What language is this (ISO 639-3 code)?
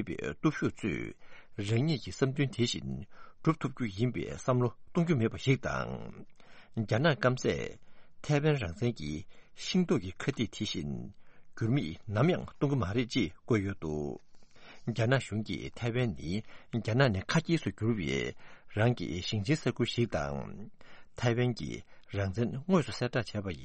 bod